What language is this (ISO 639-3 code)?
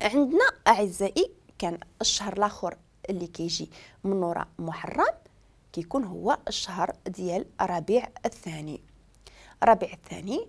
ary